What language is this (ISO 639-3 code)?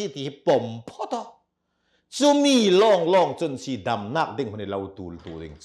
cnh